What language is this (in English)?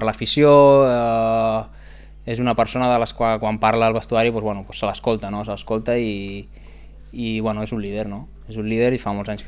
Catalan